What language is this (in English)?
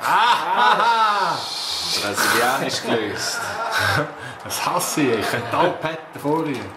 Swiss German